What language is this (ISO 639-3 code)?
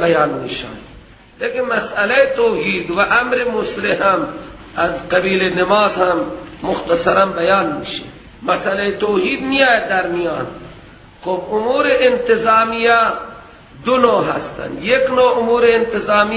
fas